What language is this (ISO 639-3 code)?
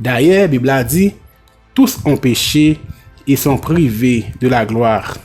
hat